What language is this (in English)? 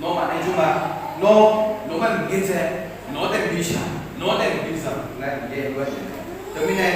Akha